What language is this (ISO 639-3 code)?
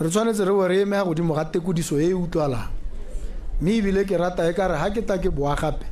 tsn